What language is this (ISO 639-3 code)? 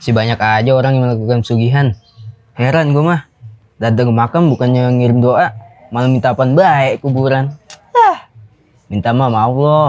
bew